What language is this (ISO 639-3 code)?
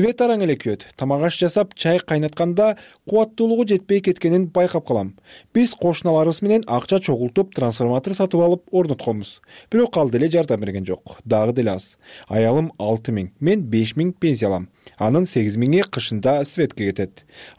kir